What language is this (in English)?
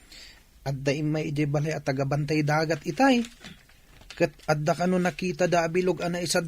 Iloko